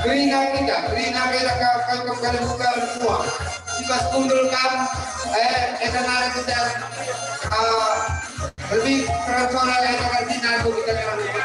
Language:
Batak Karo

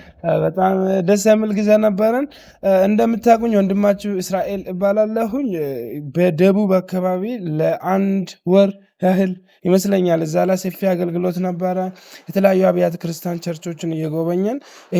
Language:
Amharic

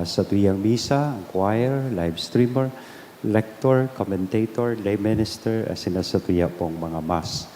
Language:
Bikol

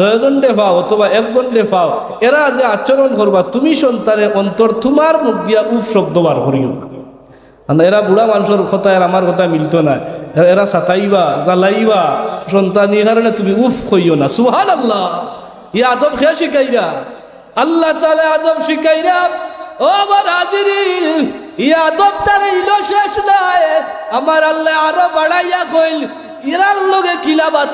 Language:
Sylheti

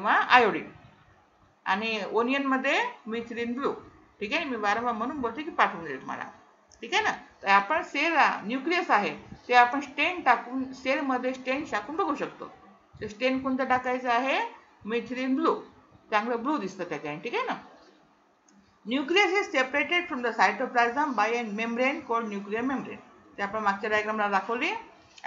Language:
Marathi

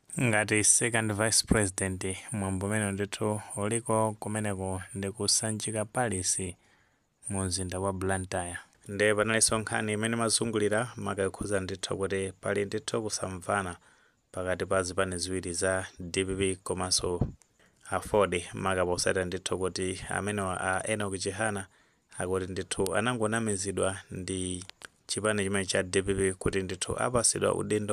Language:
Nyanja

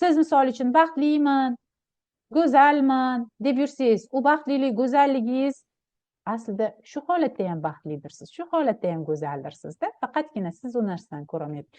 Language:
Uzbek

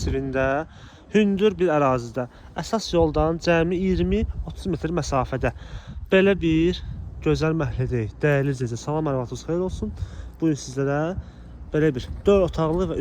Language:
Azerbaijani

